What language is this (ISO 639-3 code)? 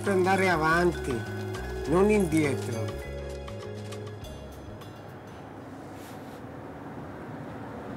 ita